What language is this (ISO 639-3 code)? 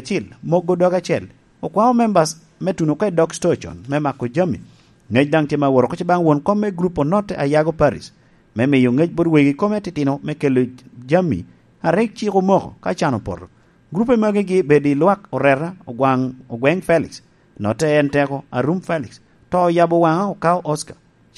laj